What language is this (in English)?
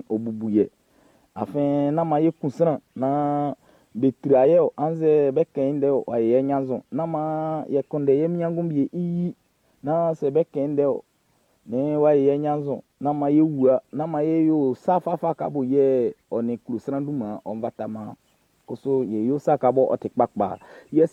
Baoulé